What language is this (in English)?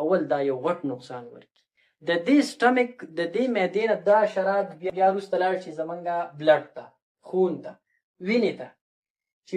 Pashto